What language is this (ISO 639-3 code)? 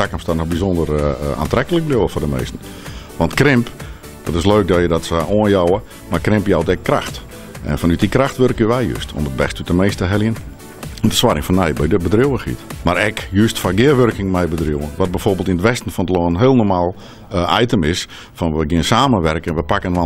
fry